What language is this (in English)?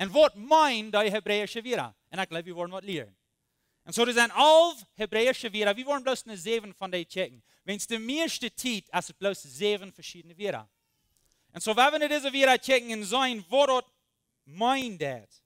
Plautdietsch